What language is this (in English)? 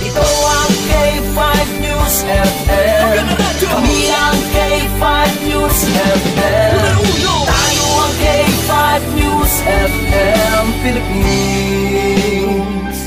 Hiligaynon